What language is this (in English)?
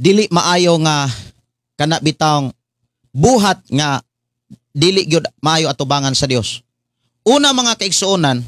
Cebuano